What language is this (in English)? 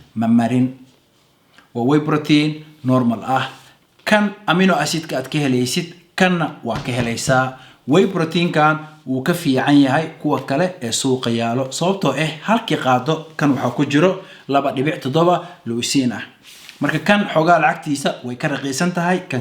Somali